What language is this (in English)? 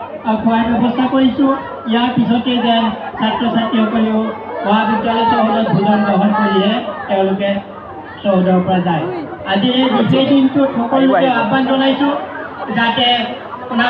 Assamese